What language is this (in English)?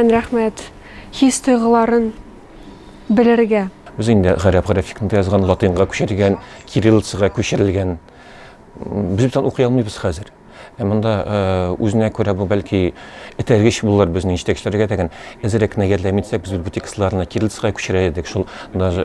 Tatar